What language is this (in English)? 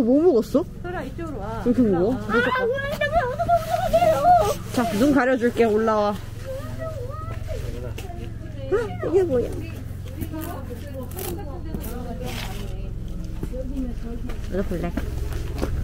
Korean